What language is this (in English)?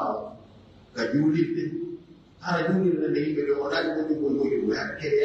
Pular